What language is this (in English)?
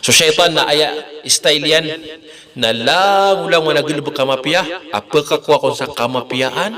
Maranao